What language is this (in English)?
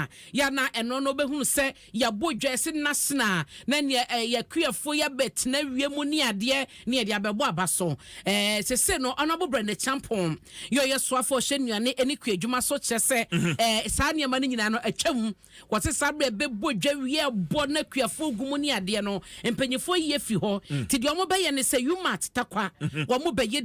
Akan